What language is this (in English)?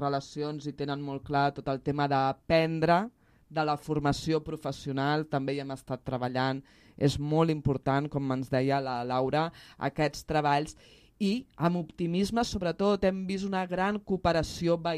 Catalan